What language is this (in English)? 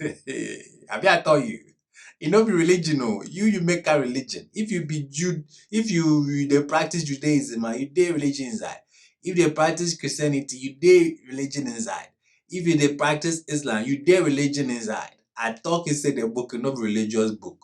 Ghanaian Pidgin English